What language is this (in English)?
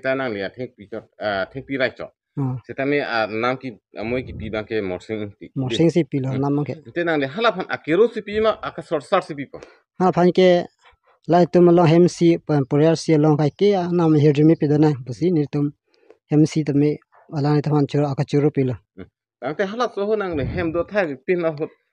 Karbi